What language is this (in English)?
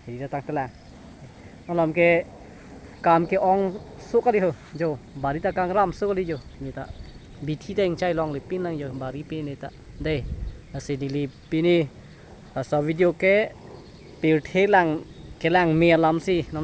Karbi